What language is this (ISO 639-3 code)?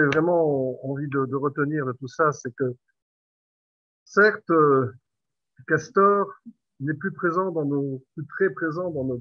fra